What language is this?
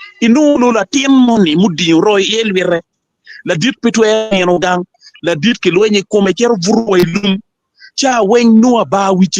Acoli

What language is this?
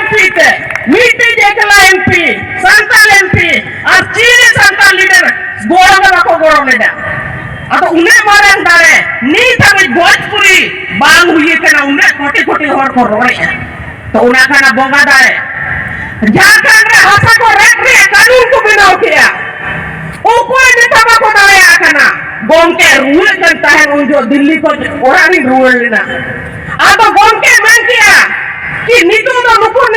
Santali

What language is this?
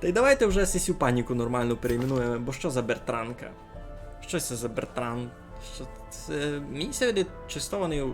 Rusyn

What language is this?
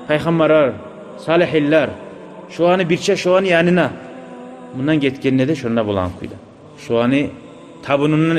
Kumyk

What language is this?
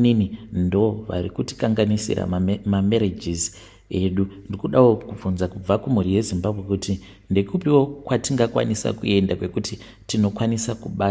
Shona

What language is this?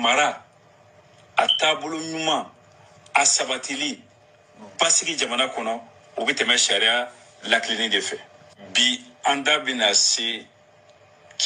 Bambara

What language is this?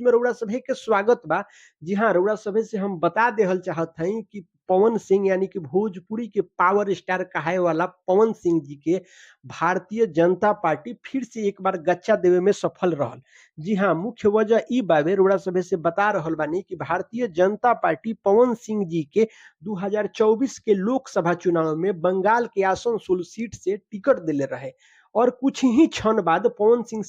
Bhojpuri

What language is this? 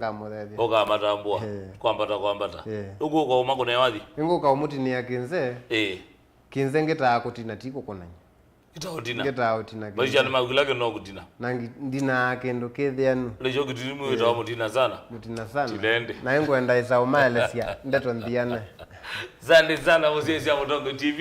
Kamba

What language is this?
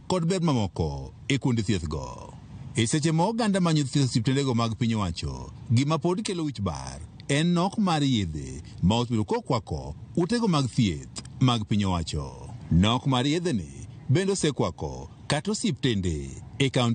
Luo (Kenya and Tanzania)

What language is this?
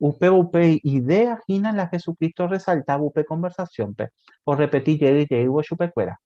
Guarani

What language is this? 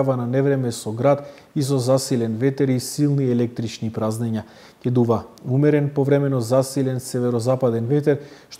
Macedonian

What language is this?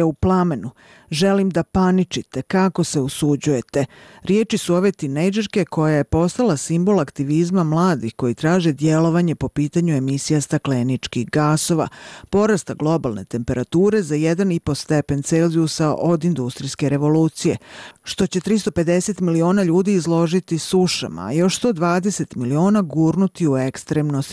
Bosnian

